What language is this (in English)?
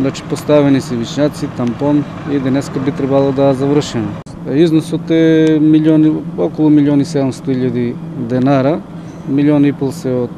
Macedonian